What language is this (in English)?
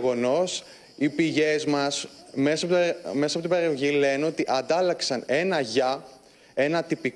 Greek